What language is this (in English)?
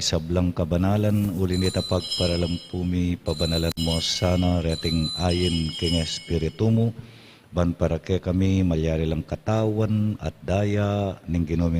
Pampanga